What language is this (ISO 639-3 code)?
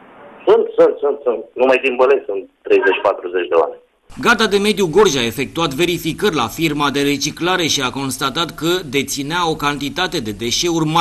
ron